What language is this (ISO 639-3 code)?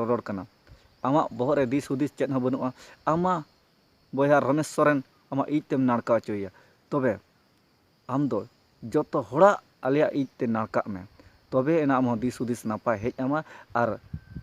sat